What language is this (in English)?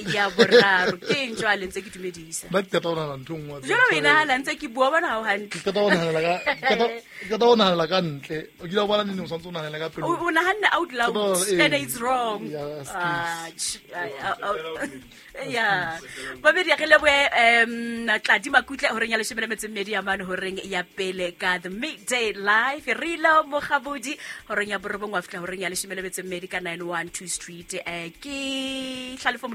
Southern Sotho